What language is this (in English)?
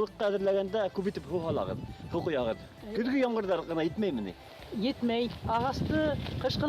Bashkir